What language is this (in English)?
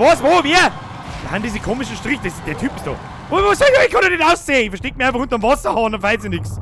Bavarian